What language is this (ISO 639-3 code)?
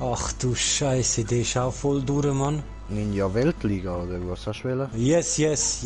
gsw